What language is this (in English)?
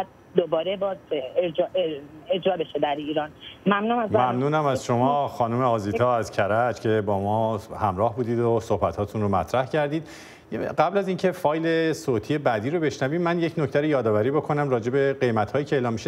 Persian